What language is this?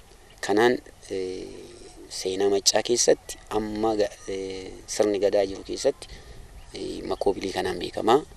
Oromo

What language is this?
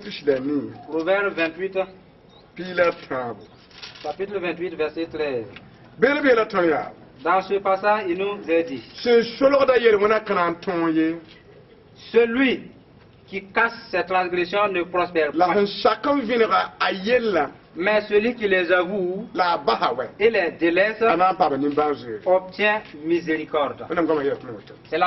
Mossi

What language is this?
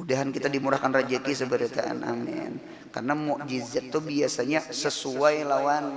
Banjar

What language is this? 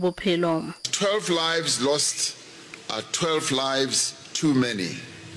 Northern Sotho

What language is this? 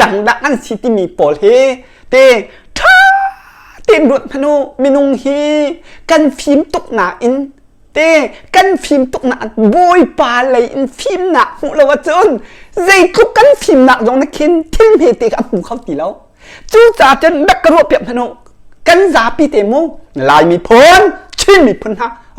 Hakha Chin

